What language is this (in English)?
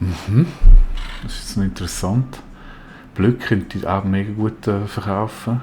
Swiss German